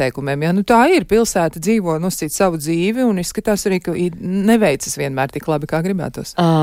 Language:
Latvian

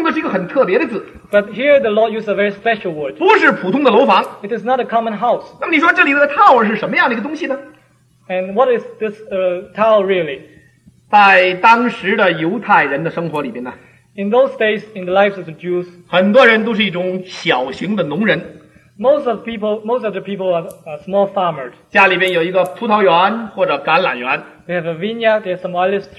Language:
Chinese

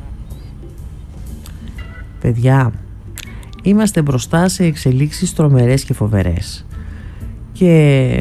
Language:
Greek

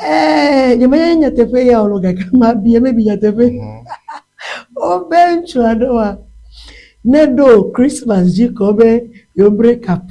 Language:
Ewe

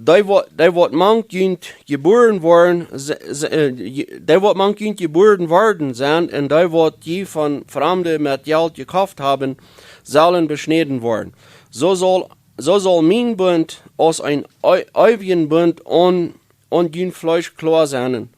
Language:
Plautdietsch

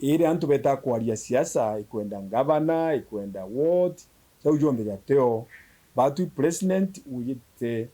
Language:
Meru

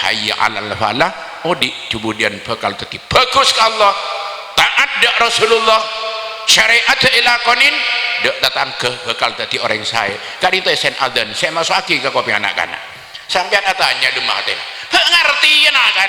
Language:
Madurese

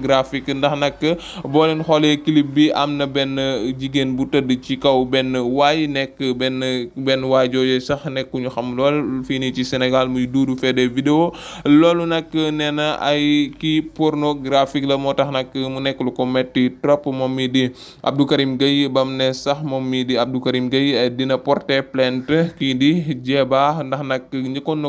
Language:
Wolof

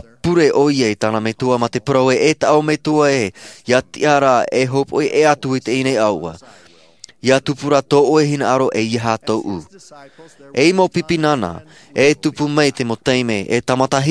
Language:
Tahitian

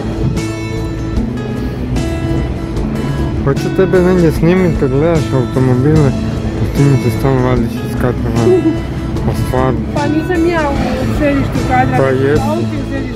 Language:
Croatian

